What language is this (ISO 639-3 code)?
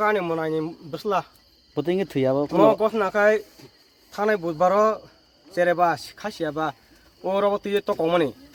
trp